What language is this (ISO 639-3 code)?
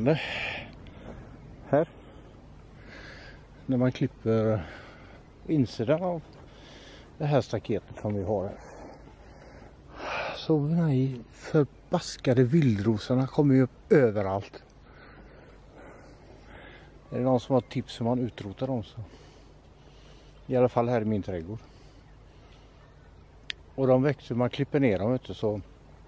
swe